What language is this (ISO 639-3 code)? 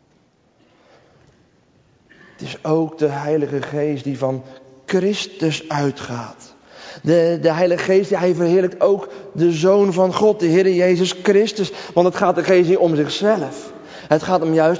nld